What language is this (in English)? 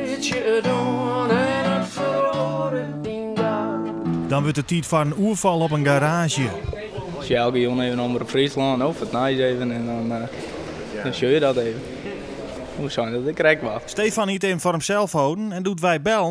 Western Frisian